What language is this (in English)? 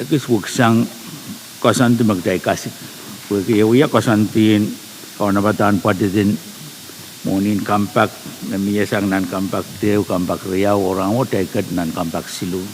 Pohnpeian